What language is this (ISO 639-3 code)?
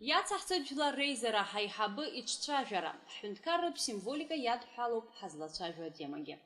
abk